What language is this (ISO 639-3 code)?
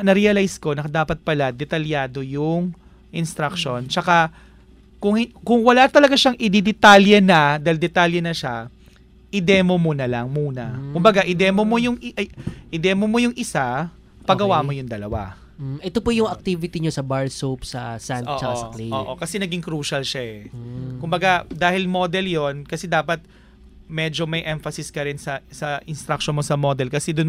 fil